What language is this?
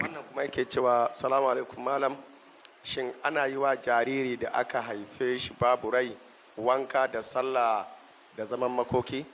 Hausa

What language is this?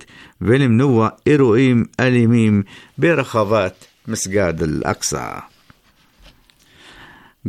Hebrew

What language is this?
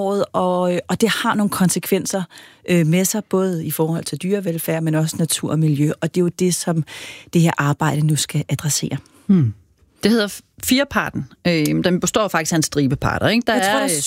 Danish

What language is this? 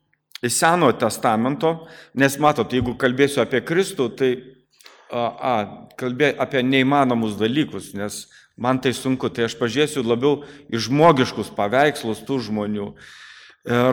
Lithuanian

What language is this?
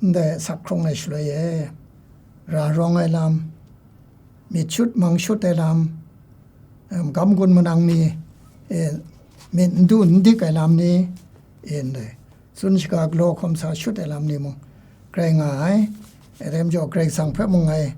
Kachin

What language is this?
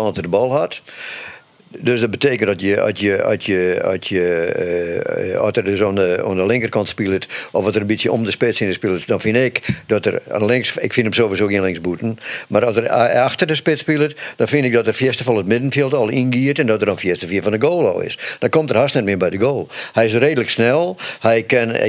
Western Frisian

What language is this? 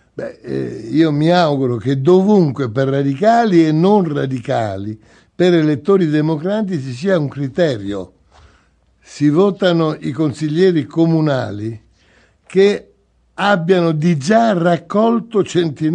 Italian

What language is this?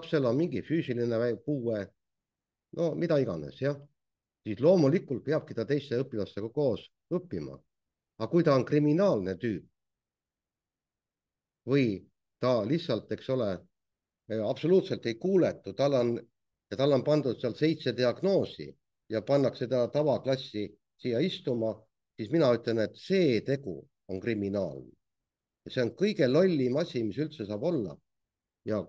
Estonian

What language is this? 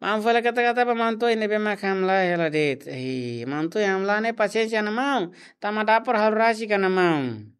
Tetum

